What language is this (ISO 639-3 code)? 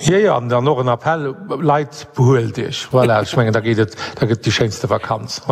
ltz